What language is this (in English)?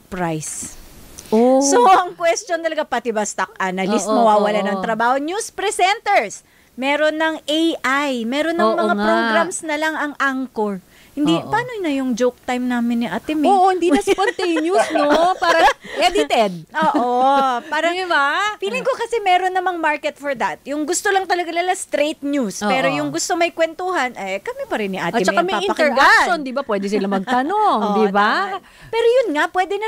Filipino